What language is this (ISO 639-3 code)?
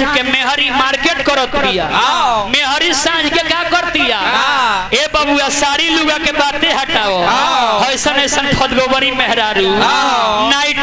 bho